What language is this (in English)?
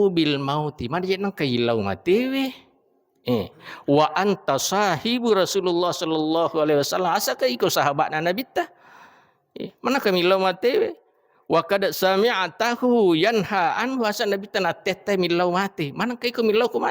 Buginese